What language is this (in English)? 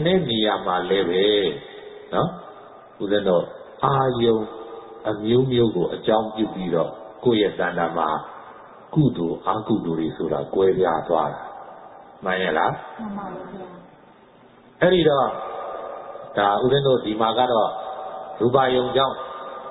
Burmese